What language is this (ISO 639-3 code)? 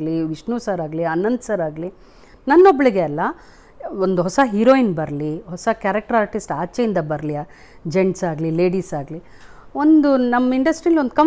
kan